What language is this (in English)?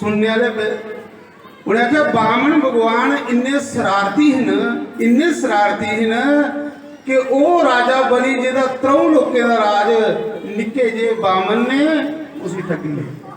Dogri